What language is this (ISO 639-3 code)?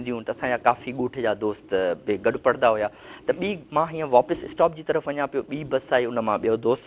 snd